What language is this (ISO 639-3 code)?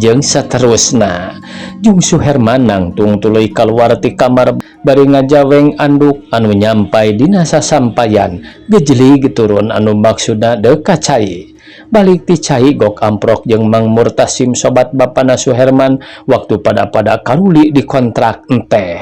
sun